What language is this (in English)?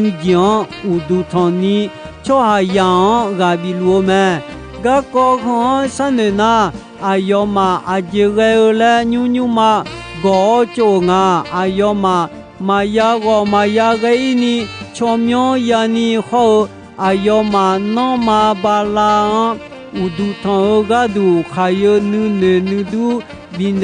Akha